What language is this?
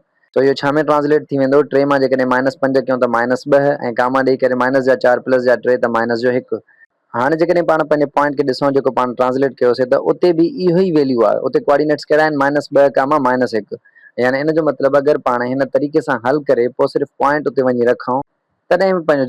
Sindhi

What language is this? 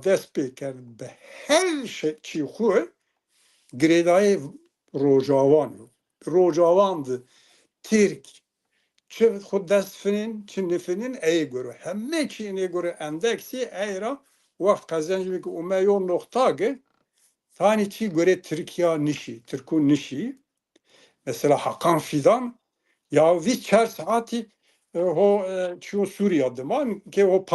Zaza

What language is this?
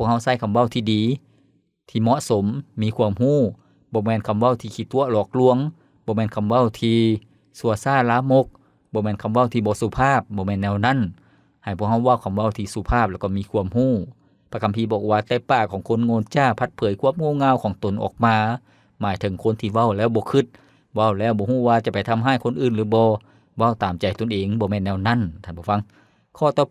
Lao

